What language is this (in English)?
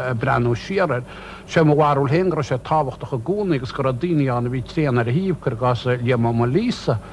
Irish